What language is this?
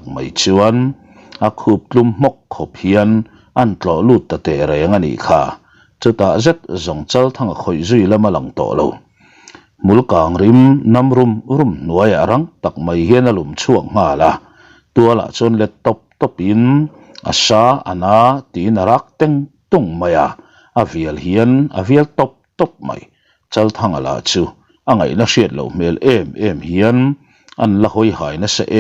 Mizo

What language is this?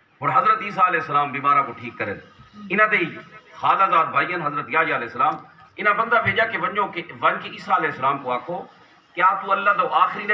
Saraiki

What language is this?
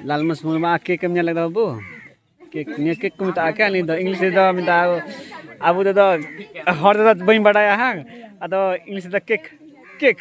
Santali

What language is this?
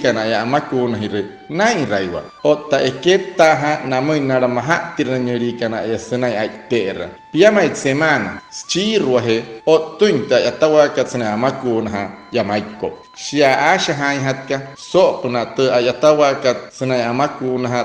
Wayuu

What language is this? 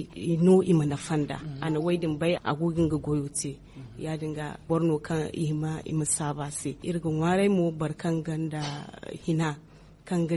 Zarma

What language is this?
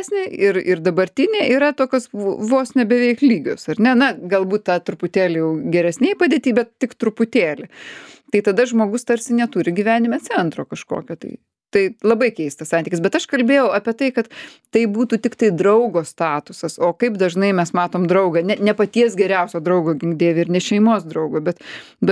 Lithuanian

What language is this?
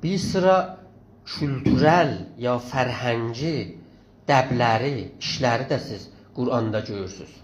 South Azerbaijani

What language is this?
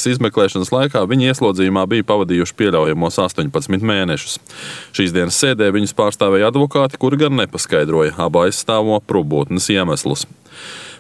Latvian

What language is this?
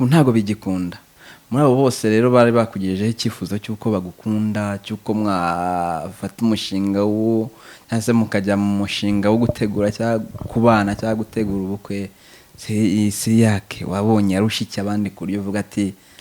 Kinyarwanda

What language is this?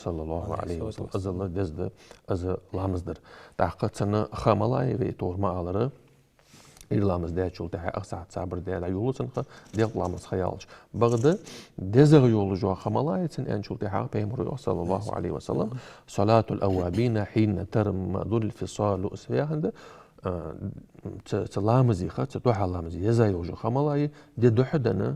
Ingush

